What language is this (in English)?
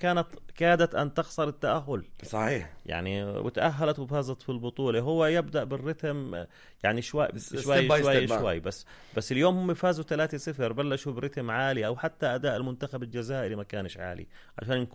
North Levantine Arabic